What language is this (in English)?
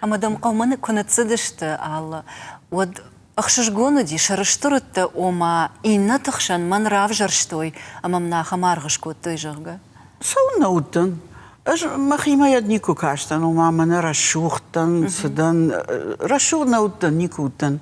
Ossetic